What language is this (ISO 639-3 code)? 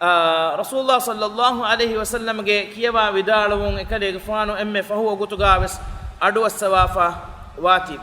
div